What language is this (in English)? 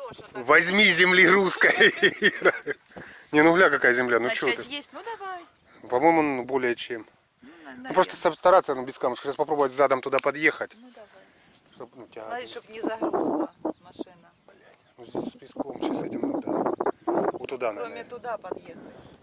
Russian